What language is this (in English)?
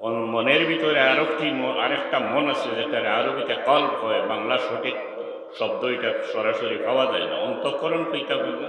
Sylheti